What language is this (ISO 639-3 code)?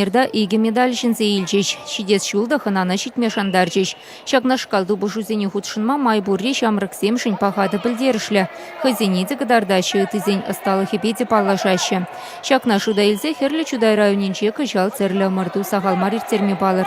chv